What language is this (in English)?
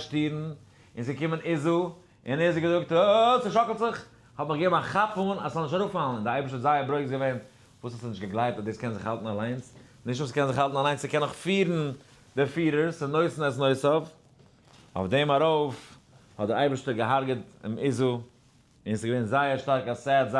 Yiddish